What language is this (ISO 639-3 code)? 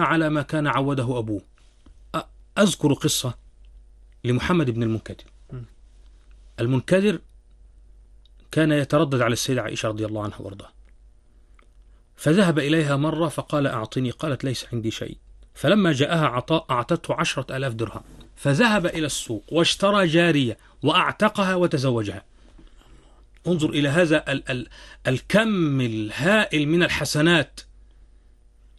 ara